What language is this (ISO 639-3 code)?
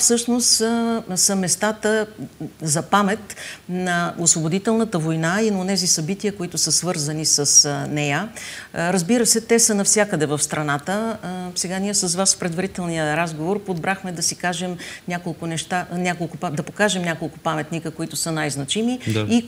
bul